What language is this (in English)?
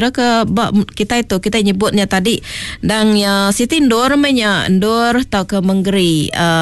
Iban